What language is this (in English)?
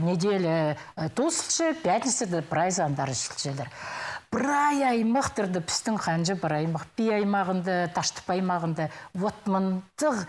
Khakas